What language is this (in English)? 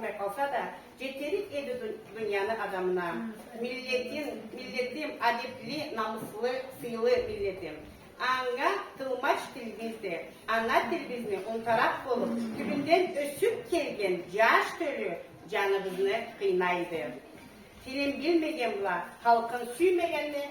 Karachay-Balkar